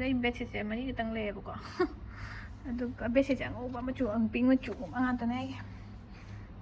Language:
Manipuri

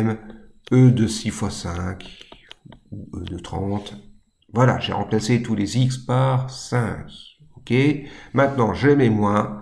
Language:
French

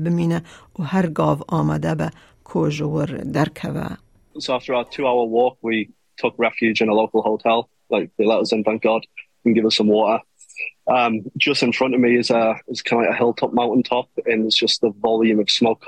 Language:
Kurdish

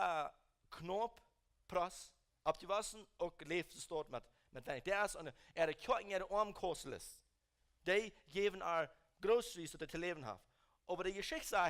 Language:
Plautdietsch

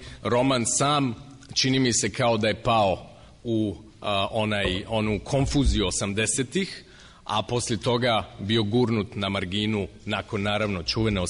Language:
Croatian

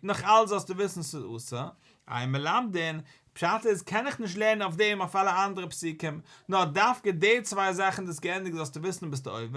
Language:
Yiddish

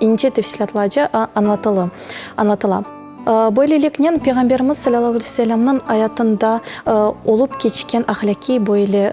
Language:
Crimean Tatar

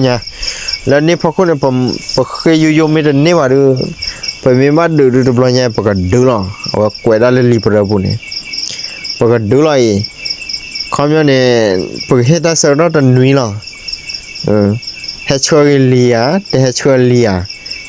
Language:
S'gaw Karen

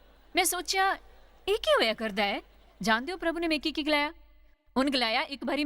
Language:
Dogri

